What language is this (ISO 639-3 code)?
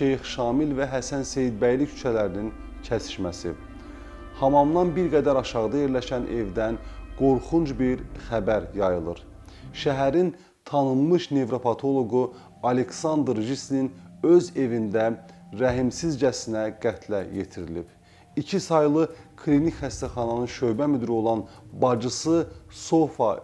aze